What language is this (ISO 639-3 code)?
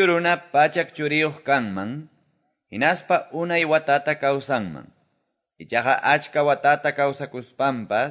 que